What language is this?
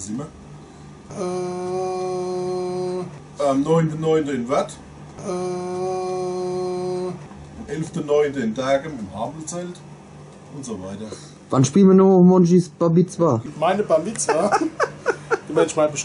Palatine German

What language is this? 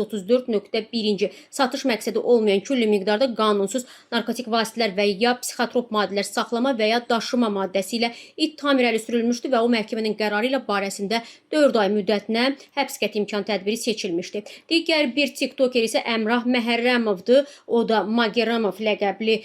Azerbaijani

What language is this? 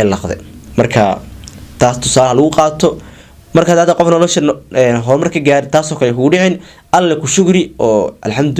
Somali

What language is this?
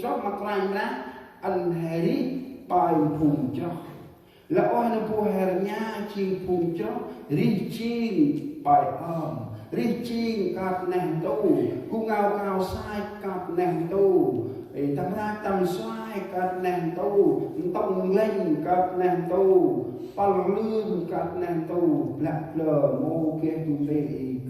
Central Mnong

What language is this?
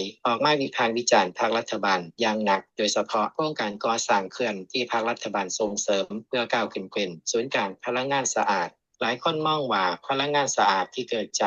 Lao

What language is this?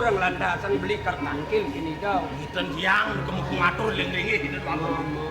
Balinese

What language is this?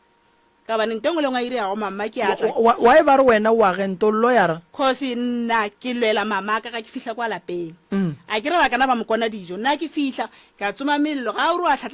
Northern Sotho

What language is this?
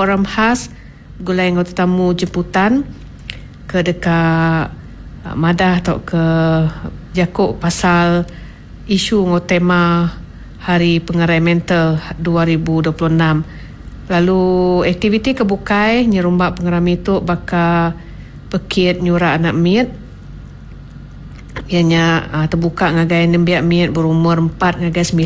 Iban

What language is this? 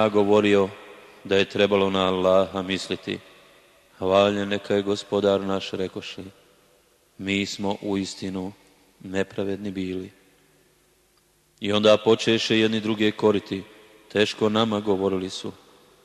Bosnian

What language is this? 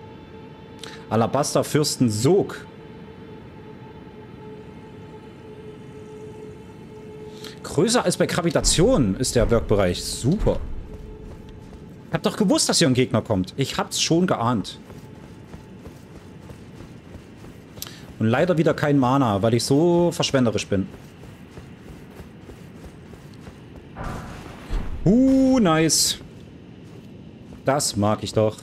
German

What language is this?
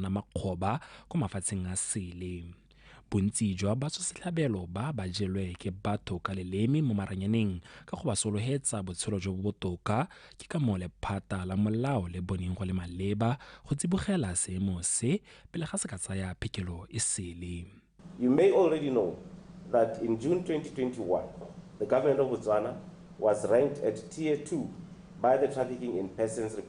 Tswana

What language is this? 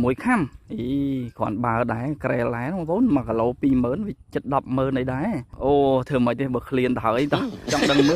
Khmer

